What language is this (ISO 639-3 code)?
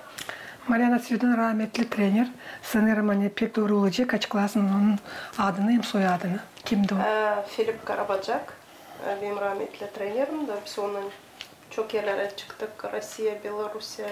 gag